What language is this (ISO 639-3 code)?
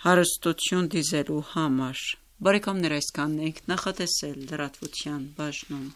hye